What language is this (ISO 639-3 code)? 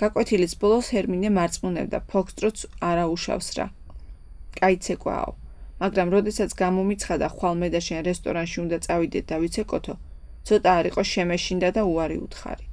kat